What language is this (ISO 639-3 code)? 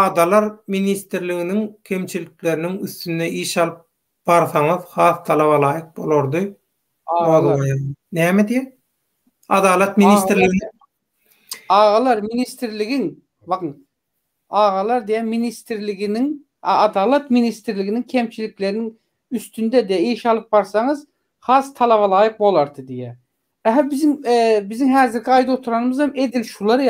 tuk